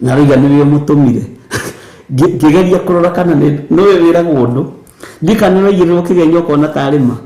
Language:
Kikuyu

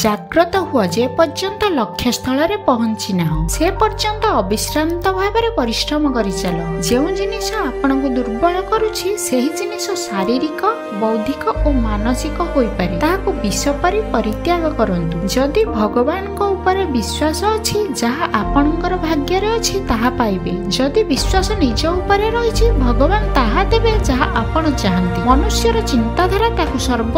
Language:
Odia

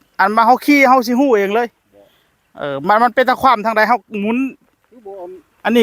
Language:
Northeastern Thai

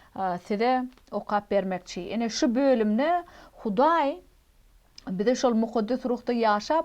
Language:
Turkmen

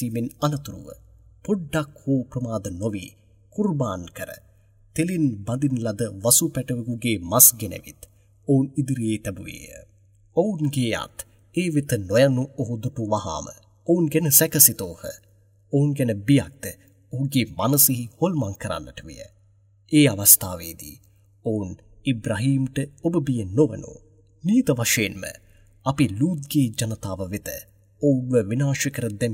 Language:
Sinhala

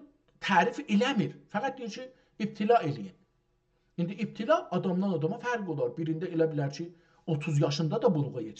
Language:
South Azerbaijani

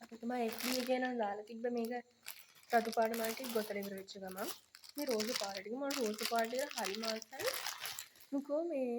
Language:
Sinhala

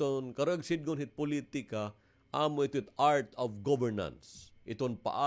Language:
Waray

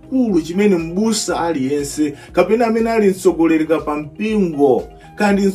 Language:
Nyanja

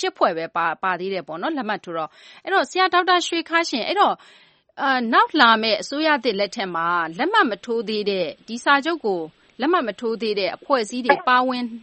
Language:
Burmese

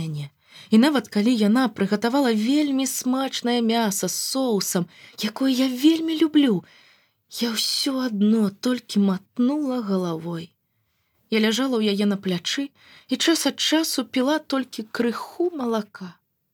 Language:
Belarusian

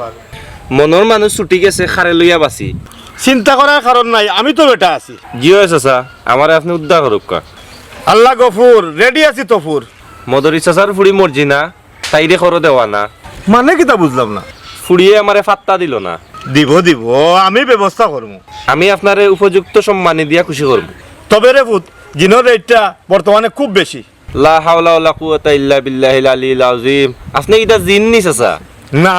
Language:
Sylheti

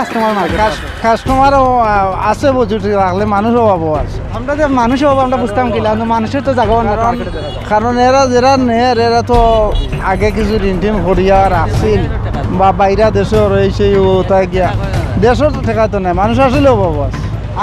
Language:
Sylheti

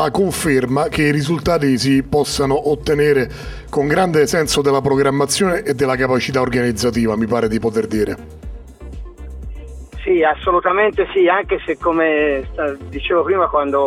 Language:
Italian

